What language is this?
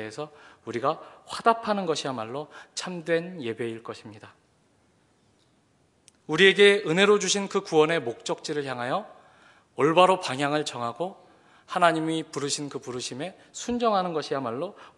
Korean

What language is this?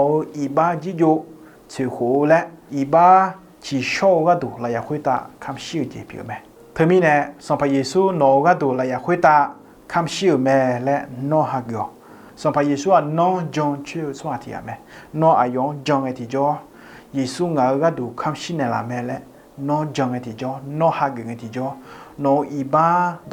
Akha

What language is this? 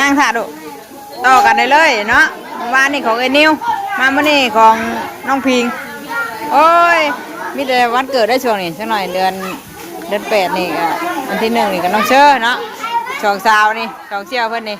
Northeastern Thai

